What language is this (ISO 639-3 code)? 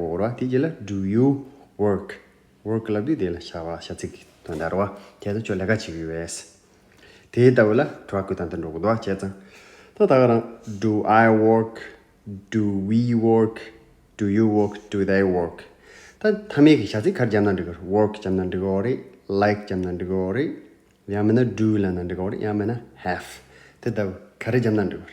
bod